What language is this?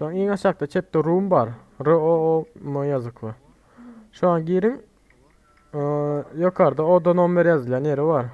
Turkmen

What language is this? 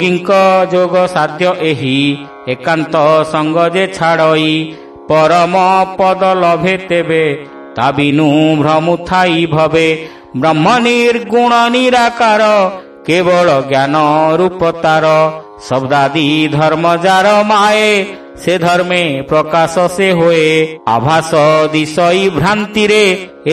Odia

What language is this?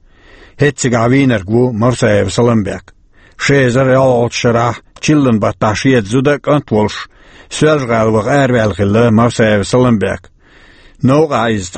Chechen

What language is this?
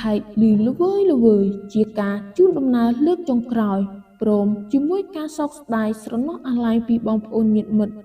Khmer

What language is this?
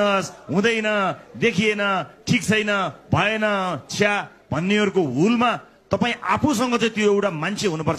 Nepali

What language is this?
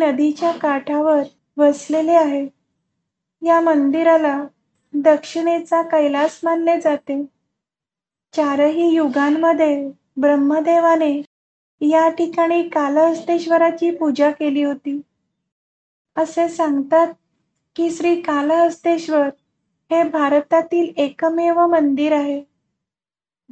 Marathi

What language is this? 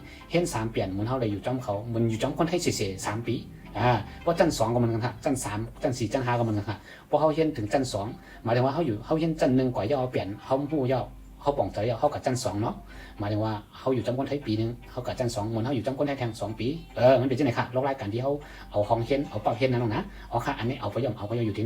Shan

